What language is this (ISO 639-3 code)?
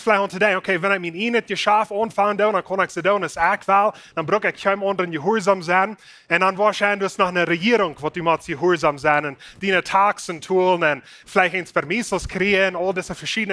pdt